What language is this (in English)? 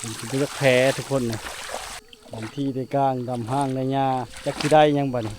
Lao